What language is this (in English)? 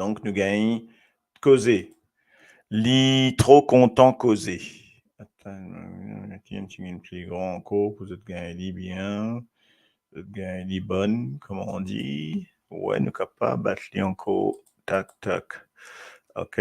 Morisyen